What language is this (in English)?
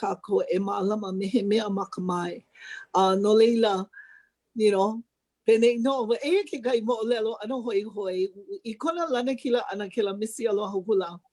Hawaiian